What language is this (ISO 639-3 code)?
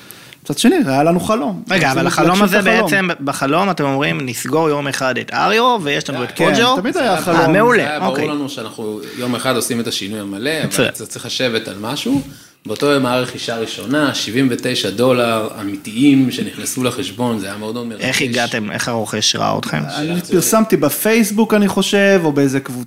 heb